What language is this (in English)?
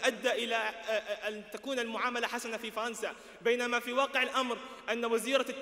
Arabic